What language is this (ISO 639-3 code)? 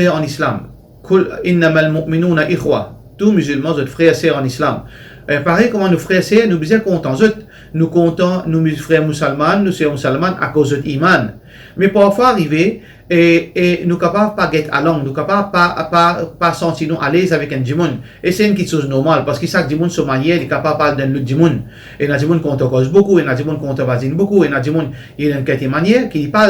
mfe